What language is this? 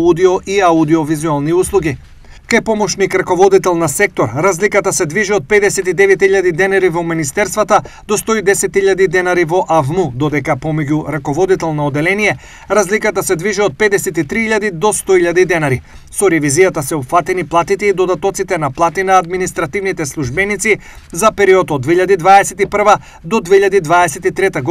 Macedonian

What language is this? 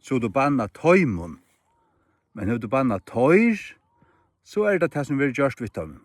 Faroese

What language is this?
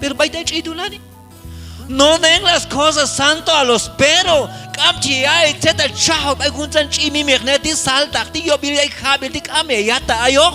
Q'anjob'al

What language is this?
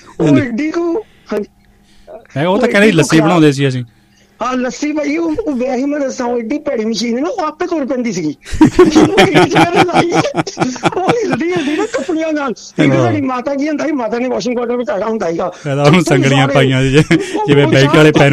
Punjabi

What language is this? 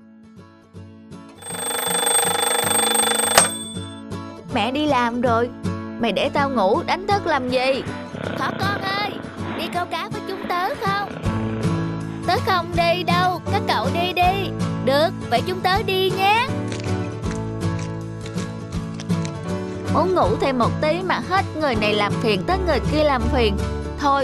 Vietnamese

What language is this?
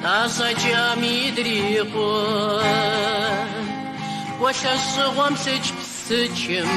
Kabardian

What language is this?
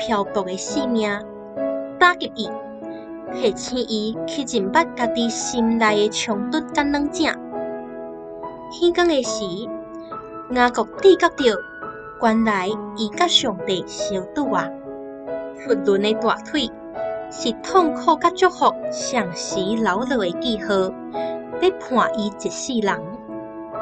Min Nan Chinese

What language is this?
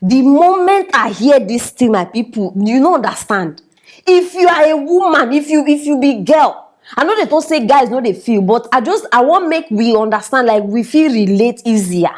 Nigerian Pidgin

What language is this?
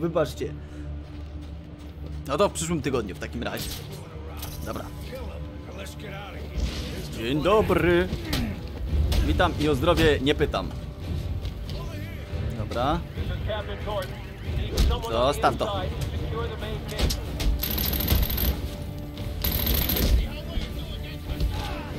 Polish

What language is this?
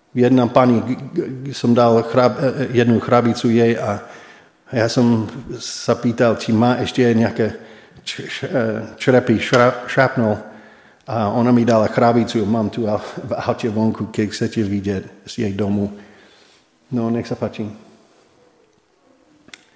Slovak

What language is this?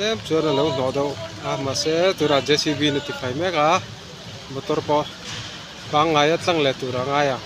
Mizo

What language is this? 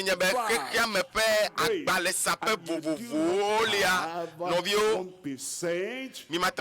Ewe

